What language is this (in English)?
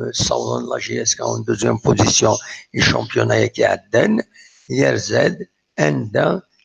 Kabyle